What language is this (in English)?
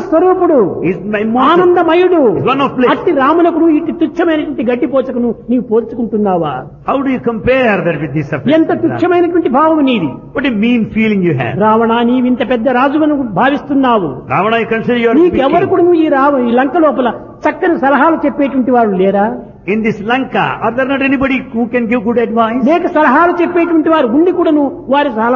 Telugu